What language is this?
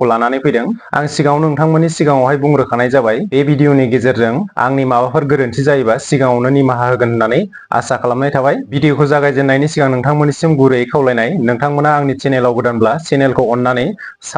Bodo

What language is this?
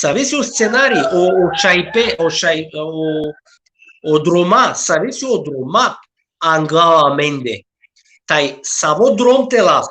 Balkan Romani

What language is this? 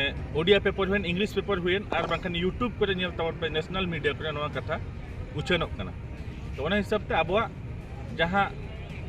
Santali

